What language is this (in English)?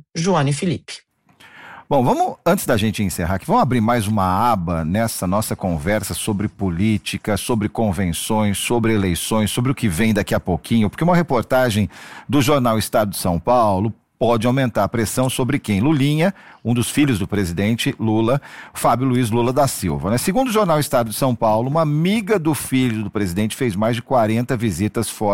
Portuguese